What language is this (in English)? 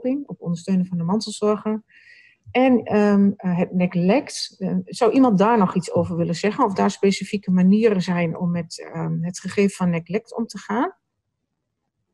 Dutch